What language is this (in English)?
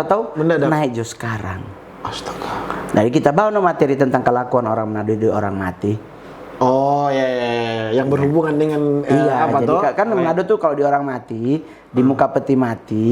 Manado Malay